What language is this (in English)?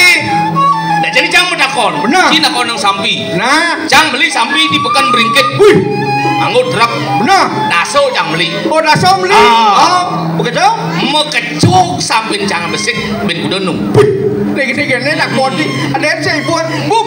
Balinese